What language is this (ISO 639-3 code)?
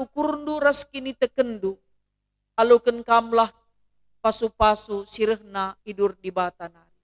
btx